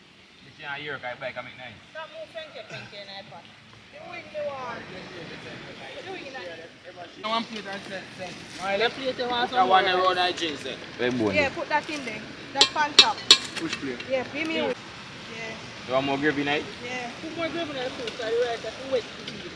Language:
Jamaican Creole English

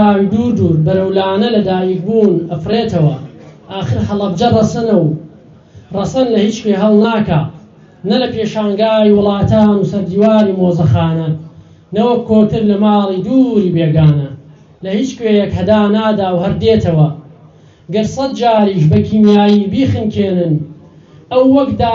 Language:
Central Kurdish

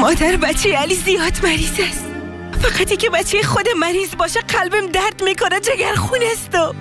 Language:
Persian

